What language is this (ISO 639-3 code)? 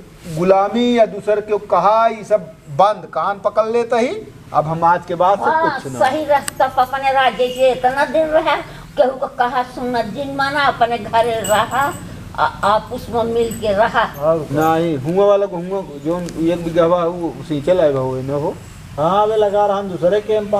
awa